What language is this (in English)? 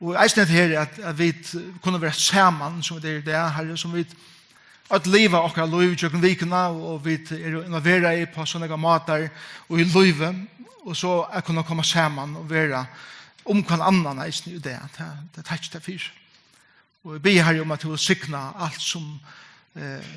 Faroese